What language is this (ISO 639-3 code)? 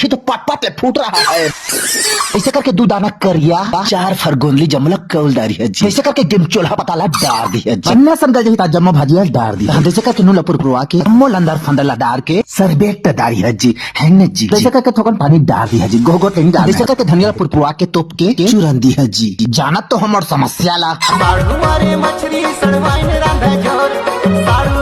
hne